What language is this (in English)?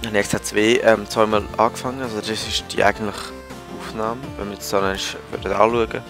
Swiss German